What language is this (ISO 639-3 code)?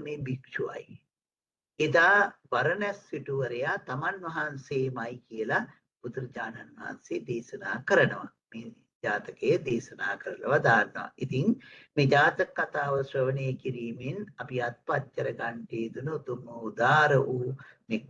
sin